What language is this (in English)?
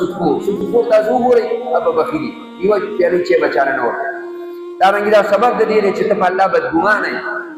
Pashto